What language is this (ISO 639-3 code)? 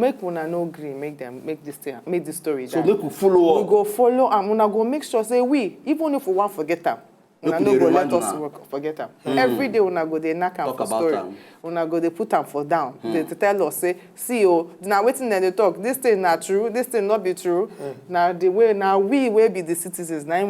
pcm